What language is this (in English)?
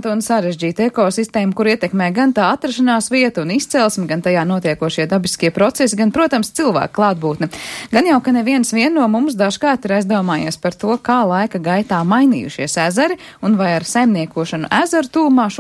Latvian